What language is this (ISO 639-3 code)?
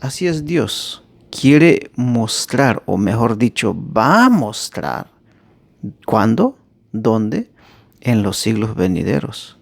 tzh